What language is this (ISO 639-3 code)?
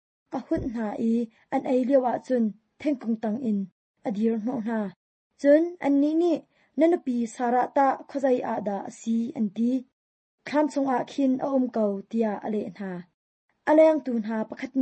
cnh